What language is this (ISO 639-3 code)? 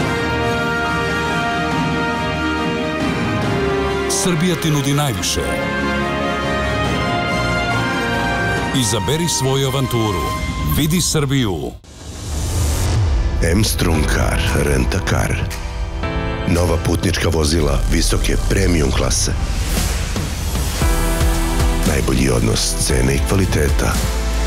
srp